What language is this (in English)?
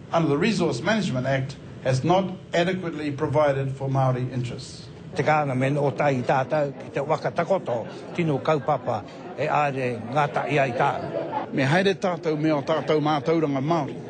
Māori